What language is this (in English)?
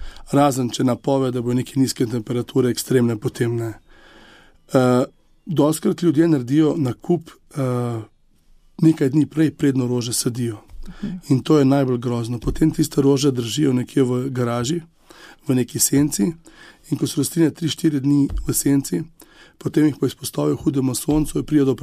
Slovenian